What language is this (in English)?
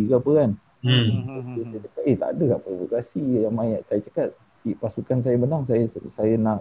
Malay